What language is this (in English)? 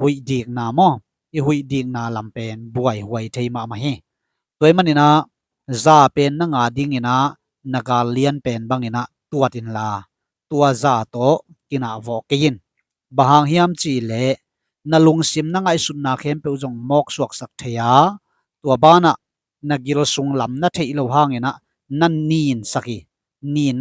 Tedim Chin